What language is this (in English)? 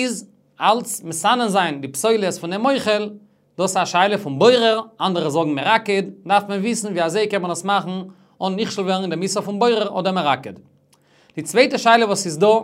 Yiddish